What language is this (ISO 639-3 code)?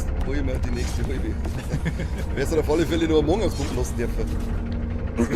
bar